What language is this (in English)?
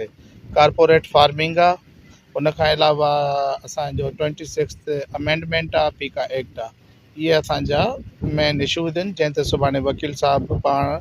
Sindhi